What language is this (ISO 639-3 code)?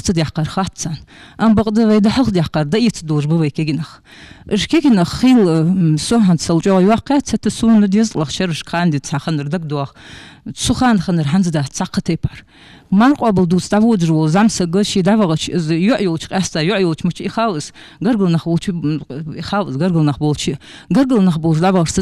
inh